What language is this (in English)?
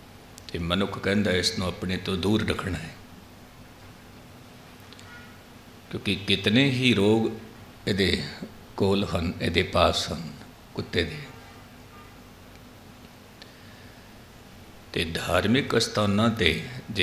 Punjabi